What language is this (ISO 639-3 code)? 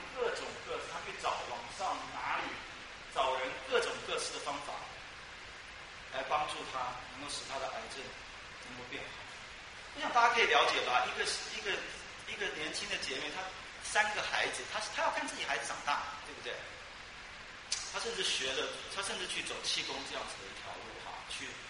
zho